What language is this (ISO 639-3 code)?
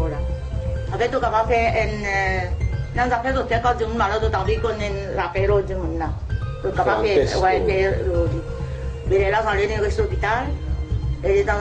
mfe